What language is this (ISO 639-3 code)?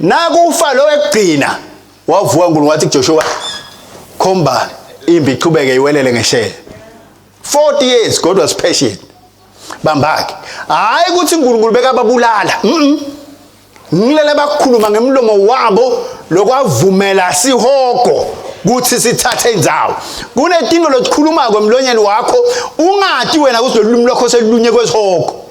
ssw